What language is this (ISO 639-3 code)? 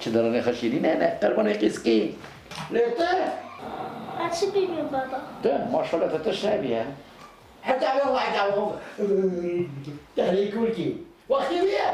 kur